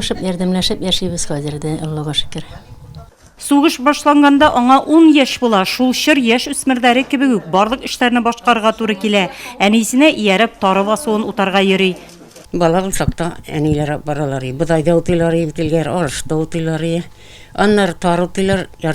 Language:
Tatar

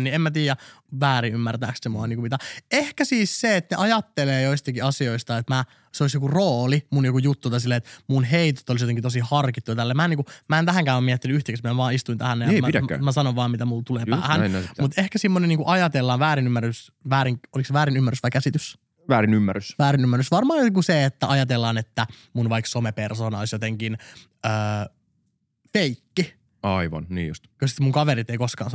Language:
Finnish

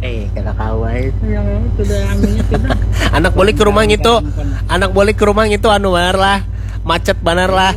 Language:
Banjar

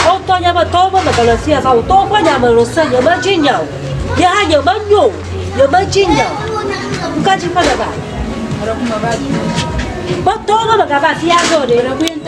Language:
Ewe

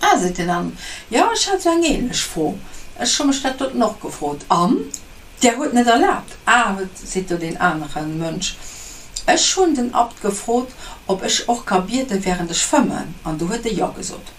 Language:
Luxembourgish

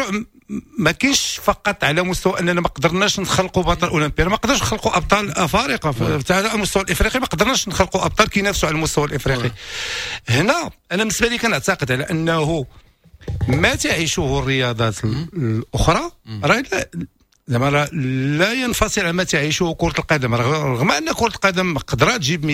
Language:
Moroccan Arabic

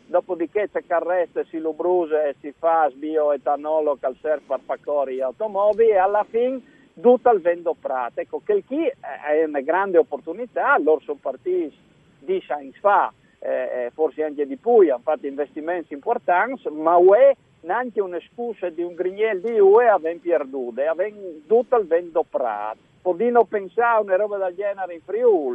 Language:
Friulian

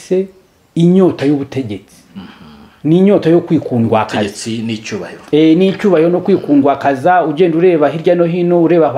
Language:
Kinyarwanda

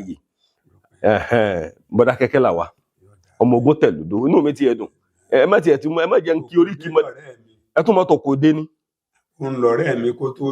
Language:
Yoruba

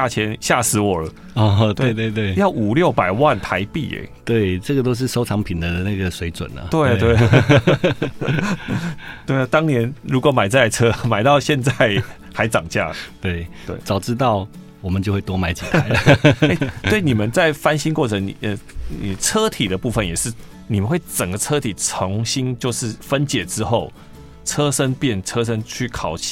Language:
Chinese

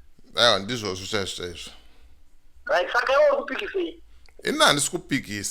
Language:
Shona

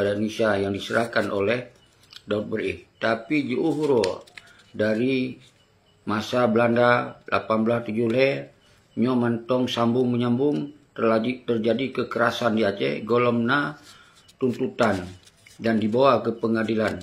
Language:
Achinese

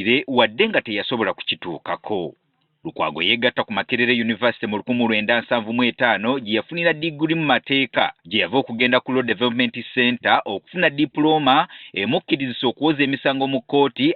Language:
Ganda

